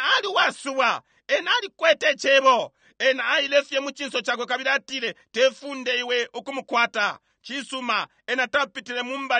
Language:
Bemba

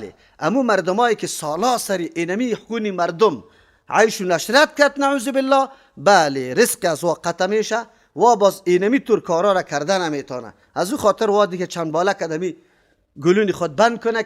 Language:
Persian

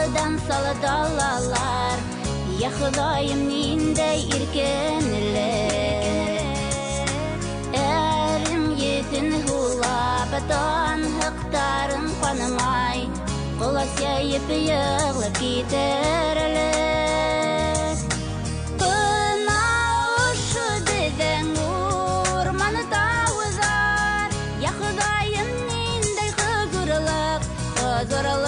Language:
Bashkir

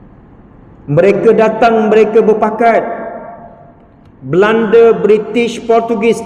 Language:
Malay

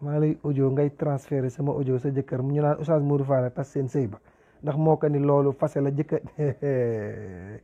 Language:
Wolof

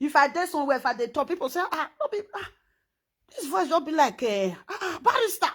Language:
Nigerian Pidgin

